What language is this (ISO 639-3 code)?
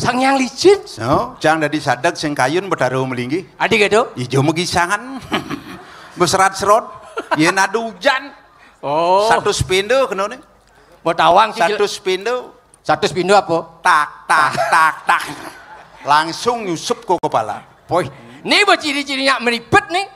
ban